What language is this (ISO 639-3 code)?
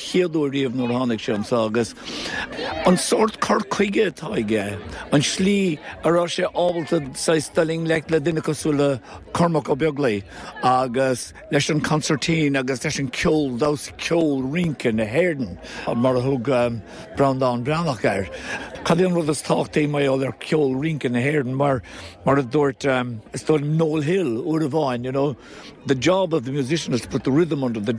gle